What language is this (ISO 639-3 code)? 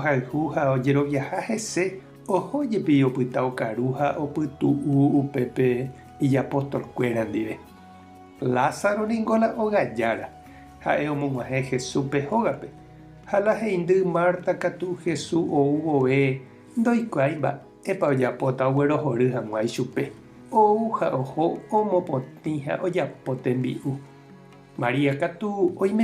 grn